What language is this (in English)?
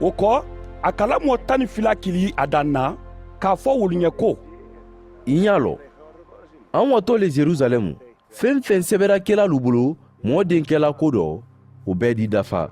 Mandingo